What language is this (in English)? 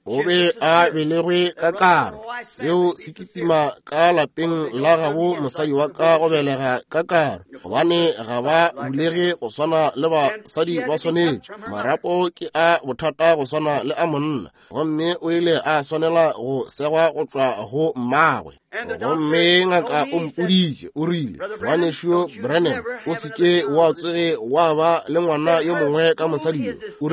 Northern Sotho